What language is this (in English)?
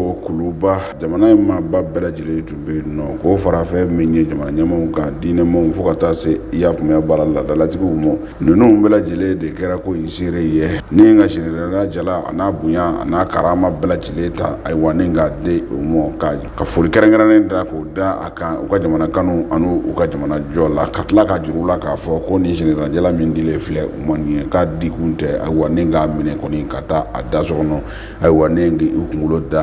Bambara